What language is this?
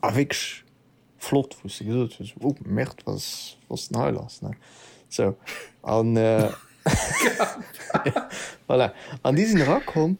Luxembourgish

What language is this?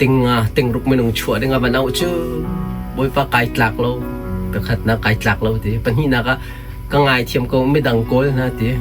Hakha Chin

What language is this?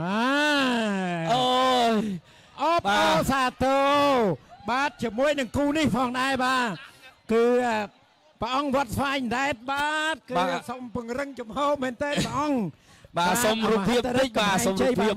Khmer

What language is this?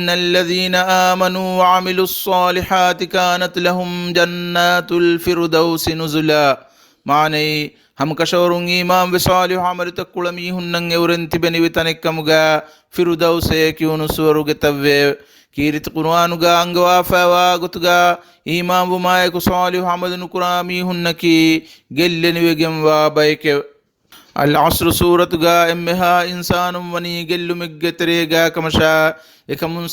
Divehi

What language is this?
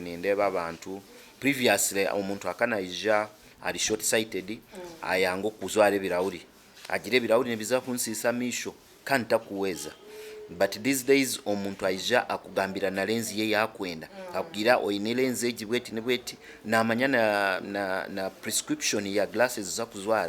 Nyankole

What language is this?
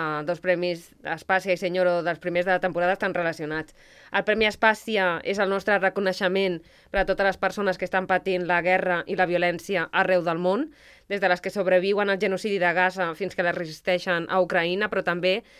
Catalan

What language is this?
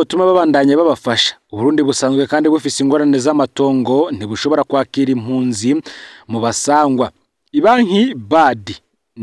Rundi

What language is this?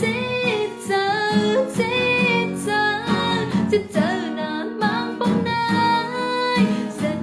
Shan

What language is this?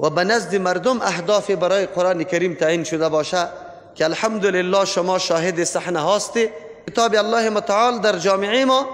Persian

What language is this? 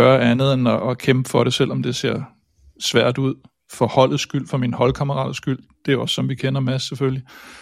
Danish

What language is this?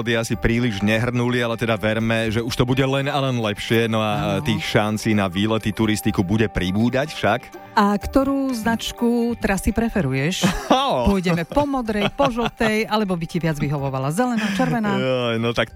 Slovak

